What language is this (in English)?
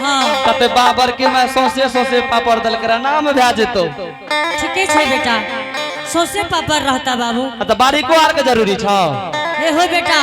Angika